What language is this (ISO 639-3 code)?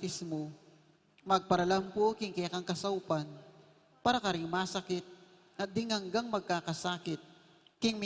pam